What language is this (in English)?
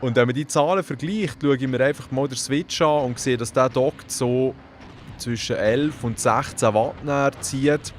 Swiss German